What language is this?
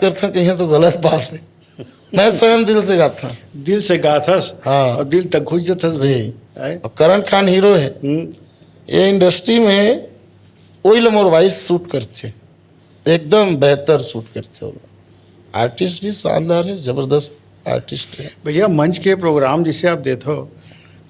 Chhattisgarhi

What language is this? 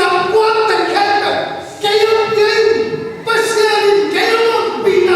Tedim Chin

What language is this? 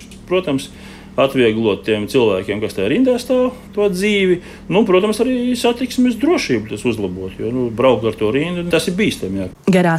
Latvian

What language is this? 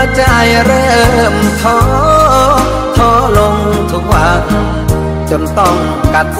Thai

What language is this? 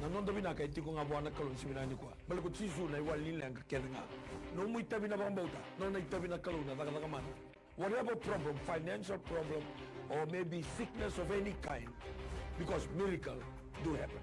Fijian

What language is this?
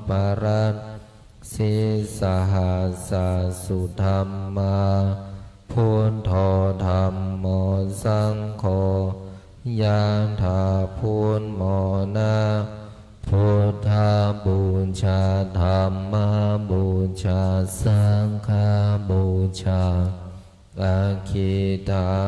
Pali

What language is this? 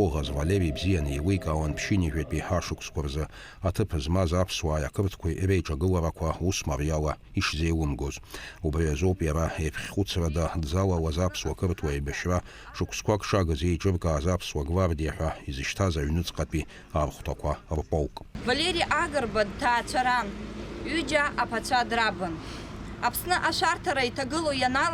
Abkhazian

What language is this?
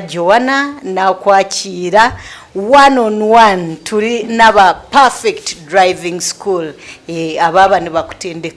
Nyankole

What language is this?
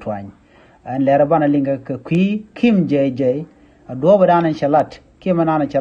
Nuer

